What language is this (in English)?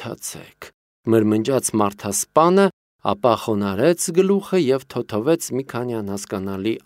Armenian